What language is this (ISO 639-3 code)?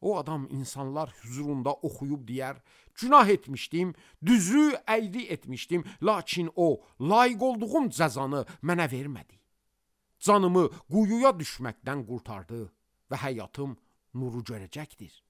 aze